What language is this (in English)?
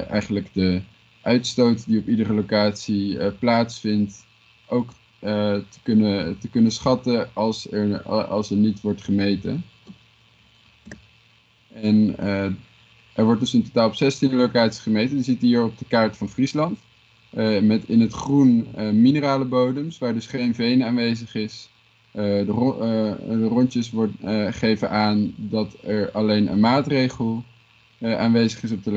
Dutch